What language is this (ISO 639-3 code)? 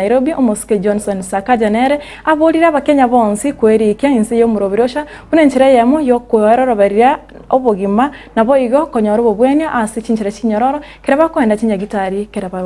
guz